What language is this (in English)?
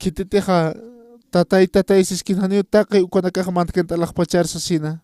Aymara